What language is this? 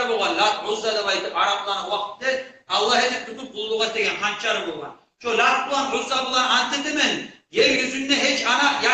Kumyk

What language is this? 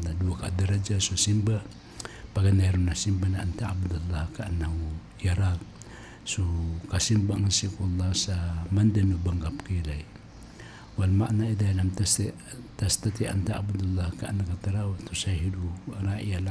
Maranao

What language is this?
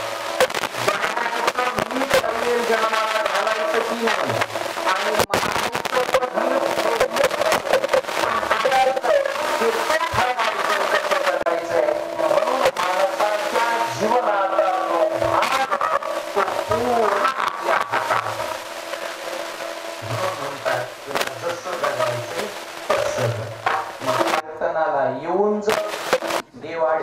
Marathi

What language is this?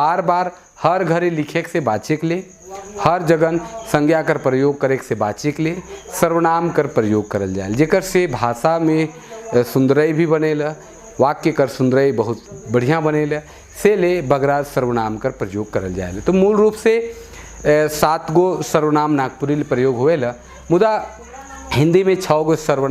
Sadri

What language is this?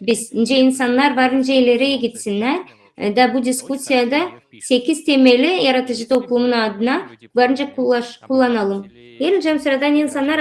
Gagauz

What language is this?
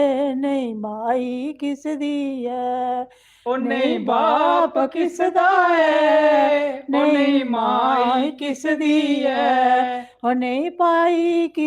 Dogri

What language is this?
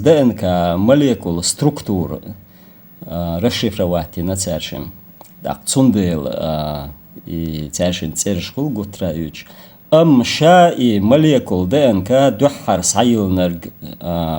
Chechen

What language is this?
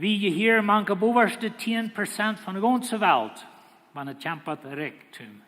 Plautdietsch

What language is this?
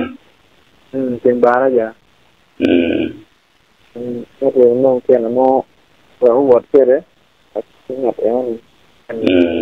Acoli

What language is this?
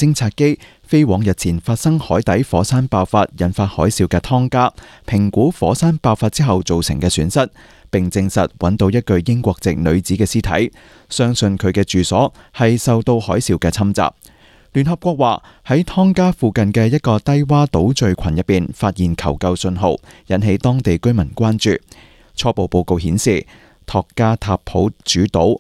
Cantonese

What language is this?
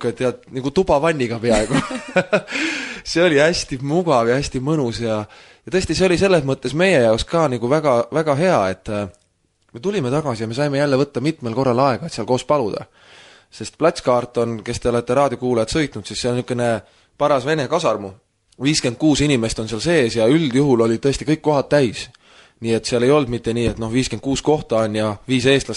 Estonian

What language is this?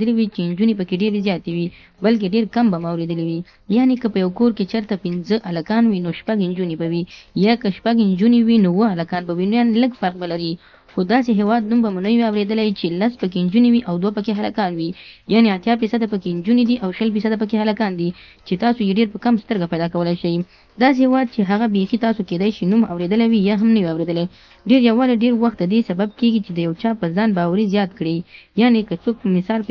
Pashto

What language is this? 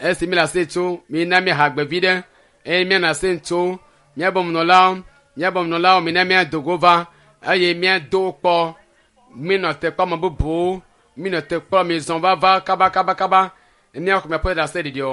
Ewe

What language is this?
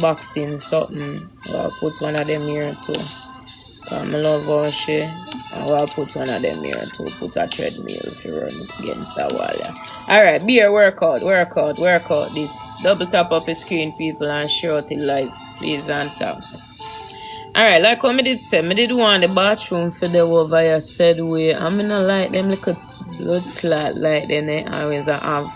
Jamaican Creole English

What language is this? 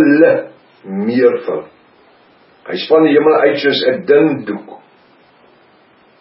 Afrikaans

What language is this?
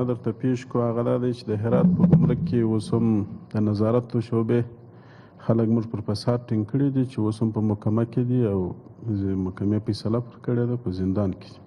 Pashto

